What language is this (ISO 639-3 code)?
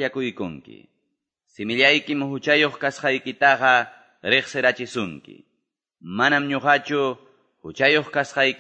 que